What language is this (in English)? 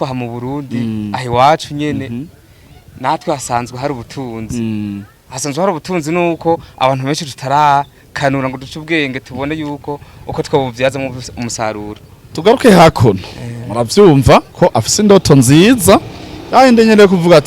Rundi